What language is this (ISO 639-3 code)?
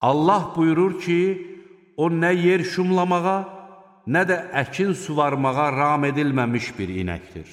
aze